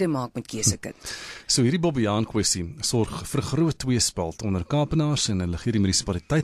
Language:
Afrikaans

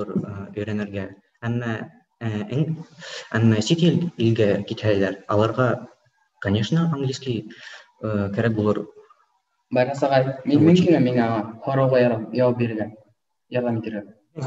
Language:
Bashkir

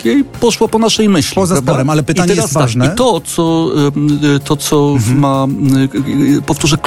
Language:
Polish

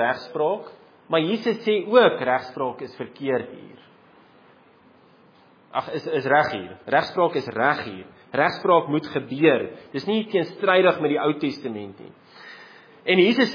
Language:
Afrikaans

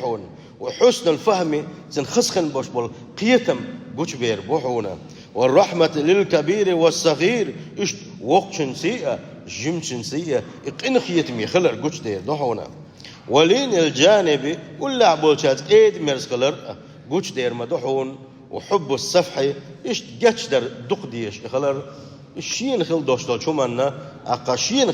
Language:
Chechen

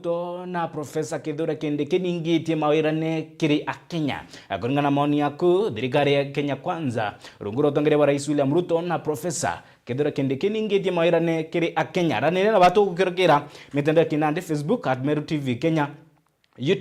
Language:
Meru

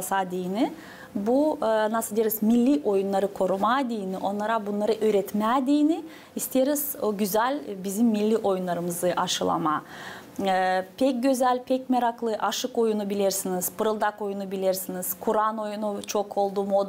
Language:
Gagauz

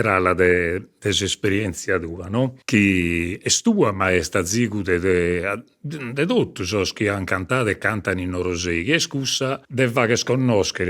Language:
Sardinian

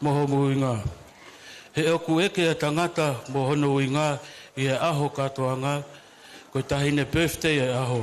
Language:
Tongan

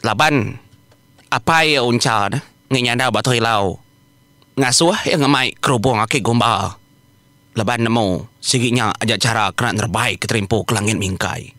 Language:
Iban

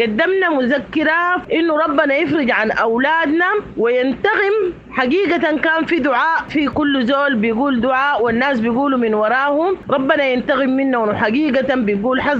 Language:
Sudanese Arabic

